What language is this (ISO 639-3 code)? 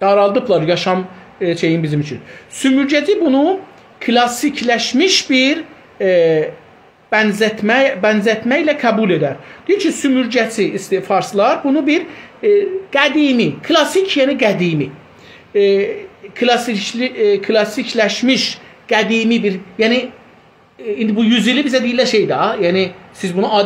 azb